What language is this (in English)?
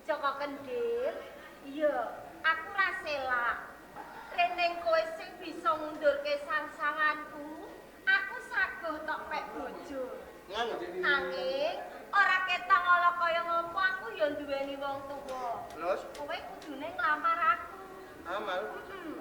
Javanese